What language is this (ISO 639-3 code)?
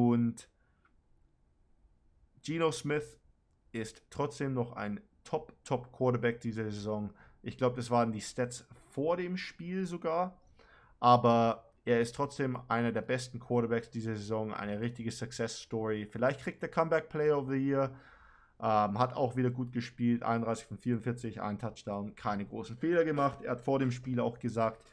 deu